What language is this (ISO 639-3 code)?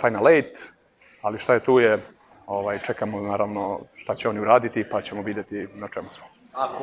srp